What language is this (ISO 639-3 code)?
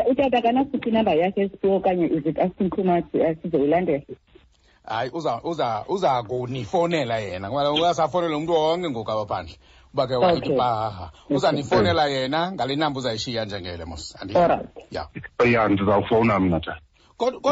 xho